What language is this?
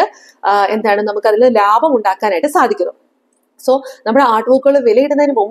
Malayalam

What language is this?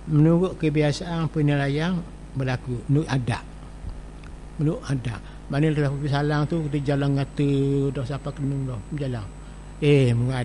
Malay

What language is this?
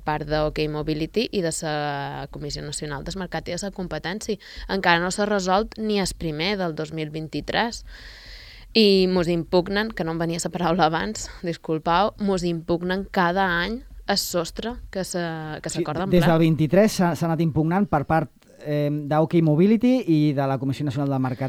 Catalan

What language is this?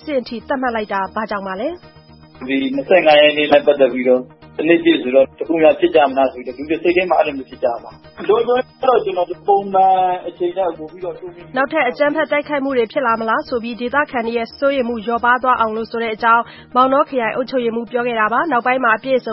Burmese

